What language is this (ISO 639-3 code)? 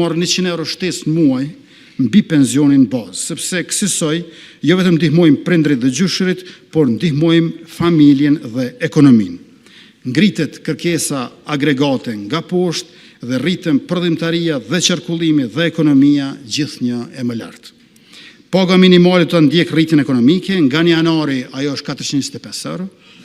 sqi